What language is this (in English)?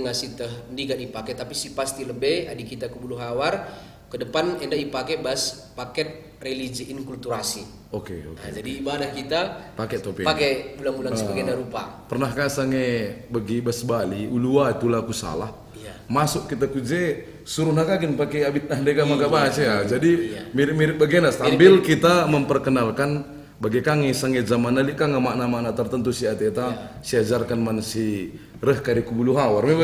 Batak Karo